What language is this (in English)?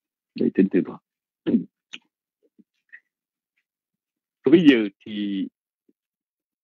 Vietnamese